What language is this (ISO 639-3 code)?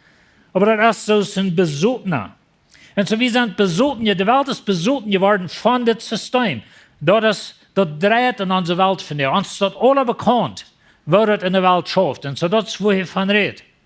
pdt